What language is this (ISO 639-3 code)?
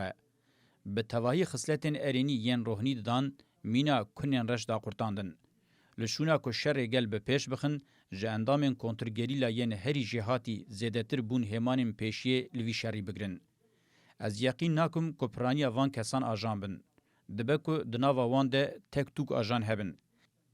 kur